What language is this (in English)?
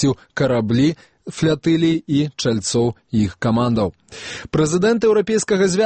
Belarusian